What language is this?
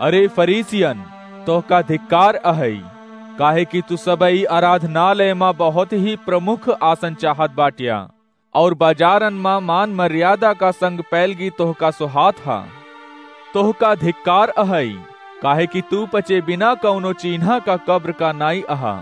Awadhi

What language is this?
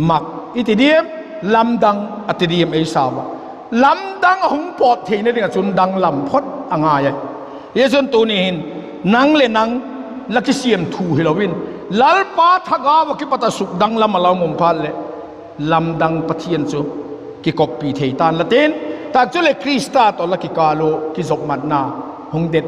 Vaiphei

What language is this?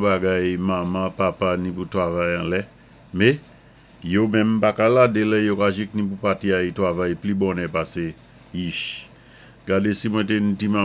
Saint Lucian Creole French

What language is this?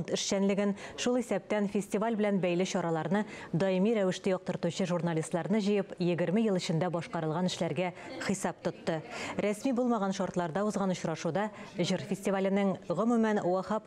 Tatar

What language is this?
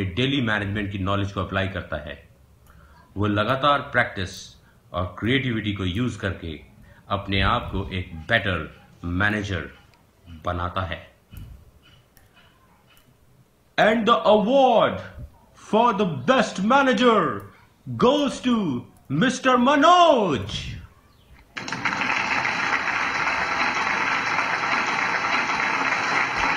Hindi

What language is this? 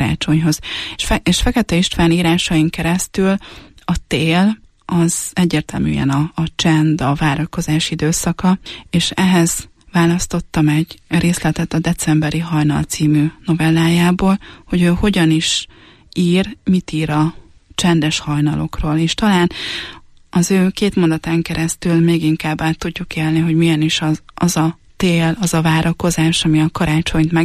Hungarian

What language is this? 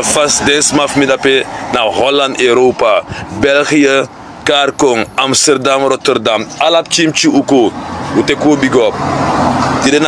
Sranan Tongo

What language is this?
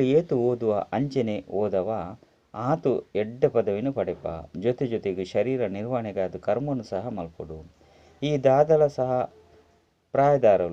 Tulu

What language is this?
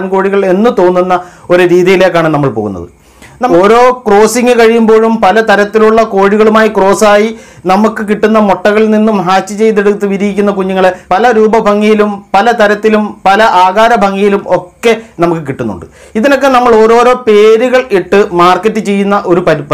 Malayalam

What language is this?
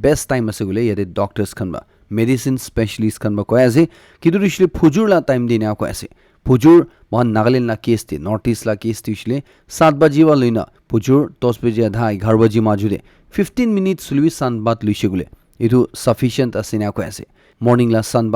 Naga Pidgin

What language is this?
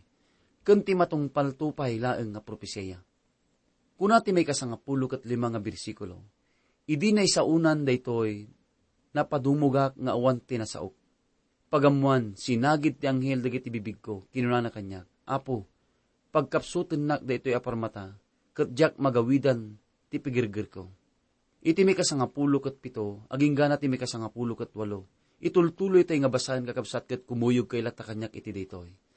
Iloko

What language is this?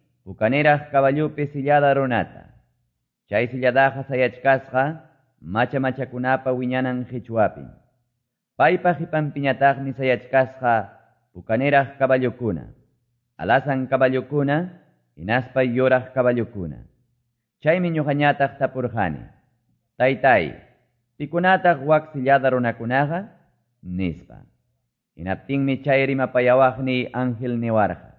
Quechua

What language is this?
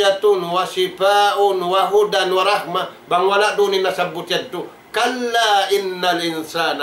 Tausug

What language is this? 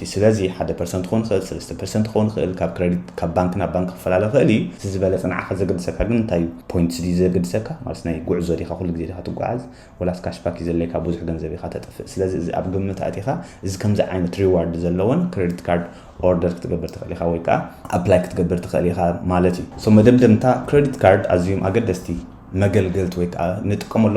Tigrinya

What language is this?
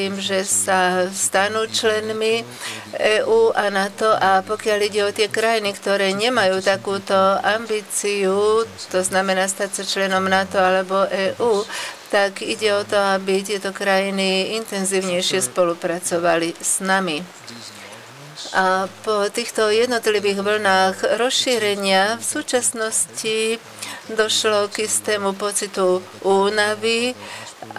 Slovak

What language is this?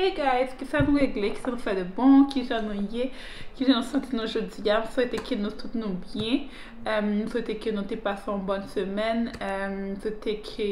Haitian Creole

